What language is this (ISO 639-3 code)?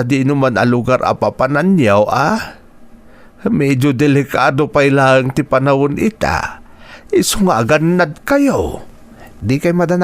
ilo